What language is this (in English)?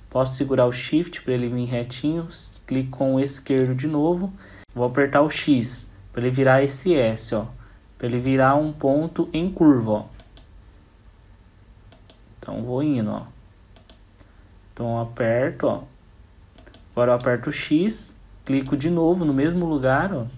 Portuguese